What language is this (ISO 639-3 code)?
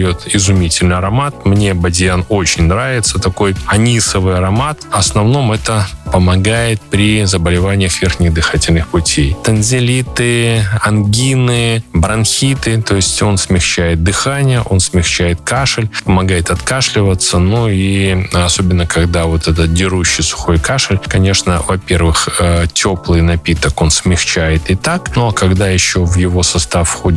rus